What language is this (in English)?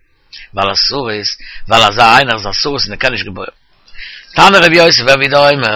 Yiddish